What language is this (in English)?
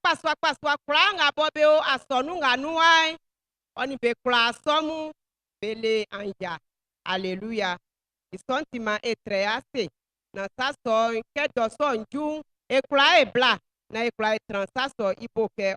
Baoulé